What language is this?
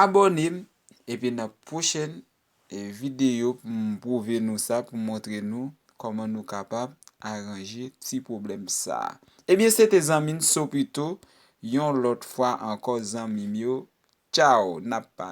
Haitian Creole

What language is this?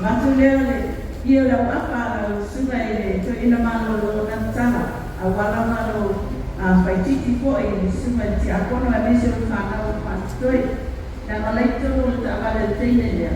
Samoan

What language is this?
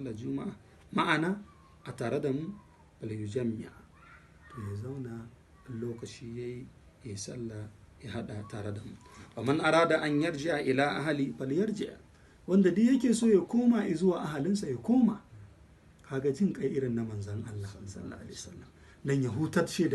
Hausa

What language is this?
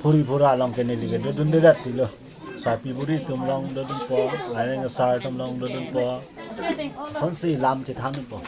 Karbi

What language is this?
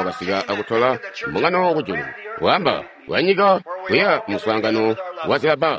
Tonga (Zambia)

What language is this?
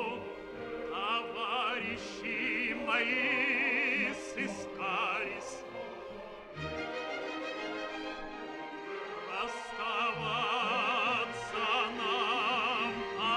Russian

